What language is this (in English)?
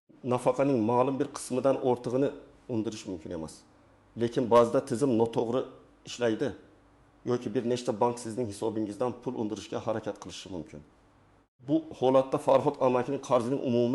Uzbek